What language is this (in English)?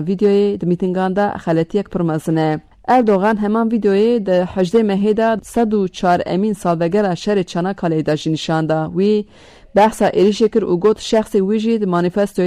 Kurdish